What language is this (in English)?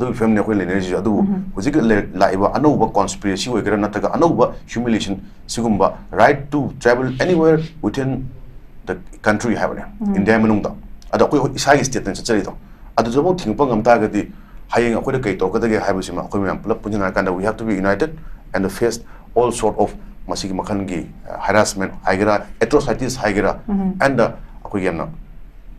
Manipuri